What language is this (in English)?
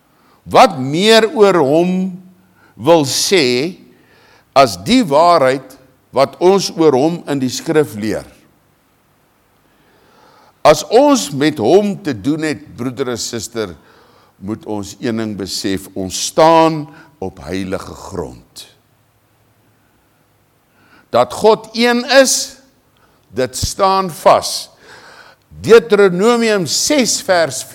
Afrikaans